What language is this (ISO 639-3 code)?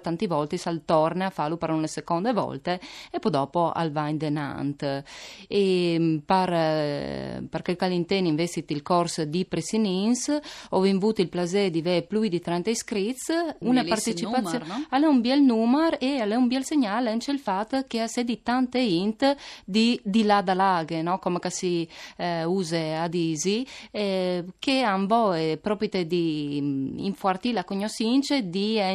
fur